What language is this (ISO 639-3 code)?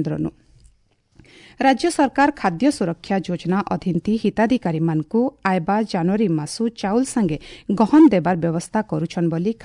ori